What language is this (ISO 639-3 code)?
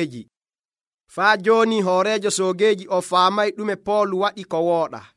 fuv